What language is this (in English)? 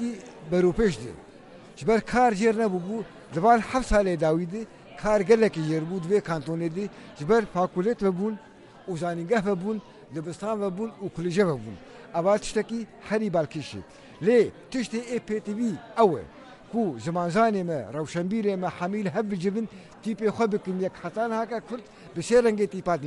Kurdish